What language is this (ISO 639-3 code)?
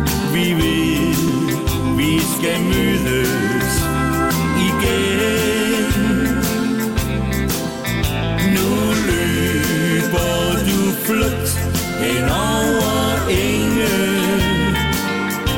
dan